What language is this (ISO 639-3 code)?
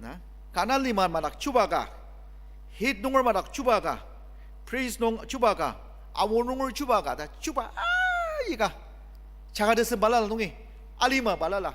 njo